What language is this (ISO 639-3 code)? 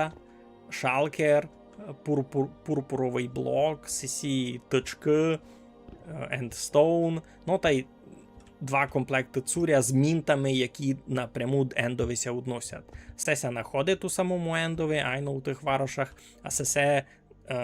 rue